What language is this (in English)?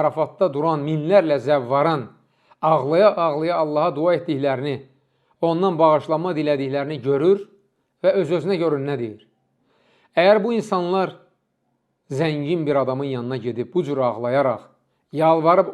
Azerbaijani